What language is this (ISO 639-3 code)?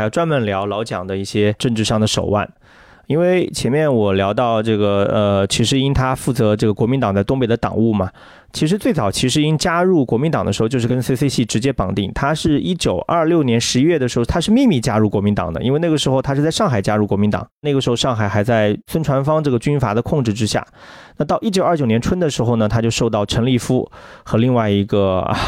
zho